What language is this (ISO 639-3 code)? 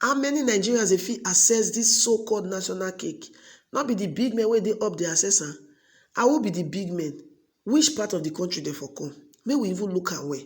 pcm